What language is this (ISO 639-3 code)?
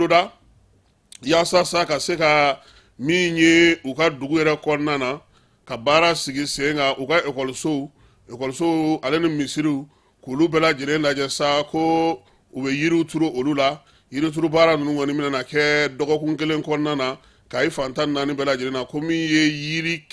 bam